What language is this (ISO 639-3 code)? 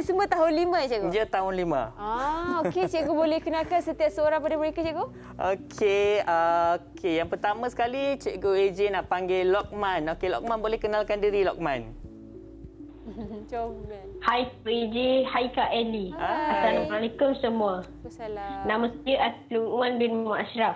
msa